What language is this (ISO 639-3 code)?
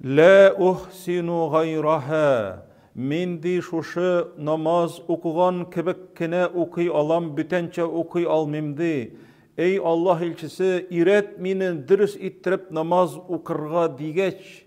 tat